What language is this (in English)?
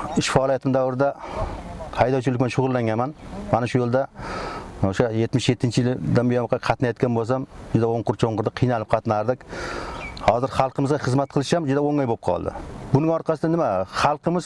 Uzbek